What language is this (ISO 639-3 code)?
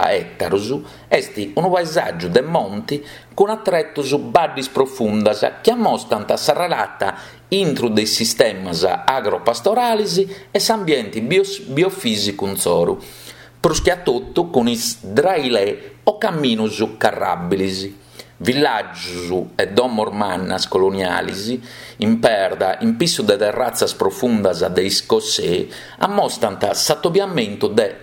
srd